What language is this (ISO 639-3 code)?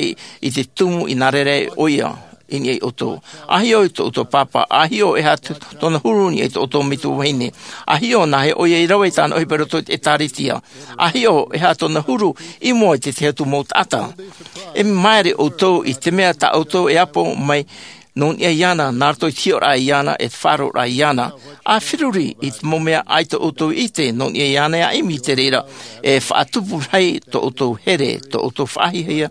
tah